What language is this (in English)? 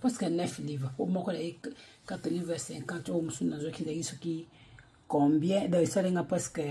Lingala